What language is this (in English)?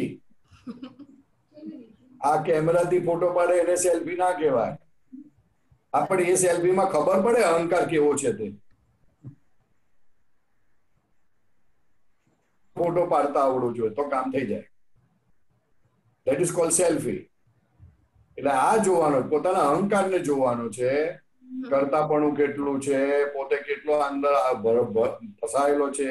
Gujarati